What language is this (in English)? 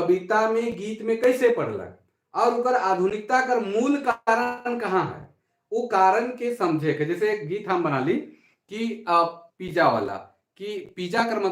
Sadri